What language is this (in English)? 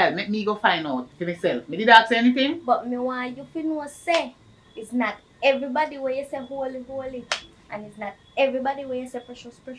Jamaican Creole English